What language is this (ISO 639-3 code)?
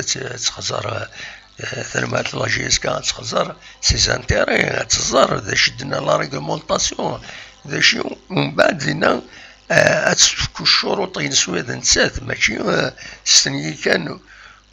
kab